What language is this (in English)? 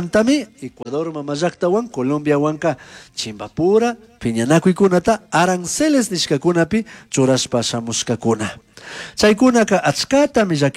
Chimborazo Highland Quichua